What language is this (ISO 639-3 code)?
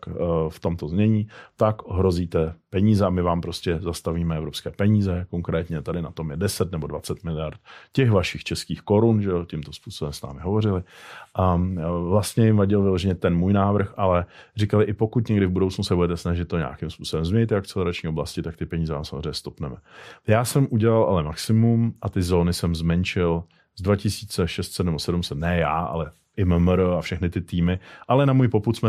ces